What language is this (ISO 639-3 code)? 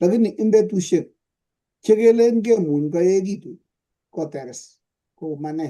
kln